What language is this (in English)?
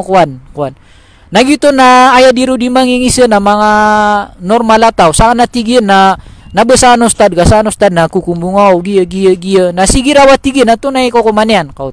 Maranao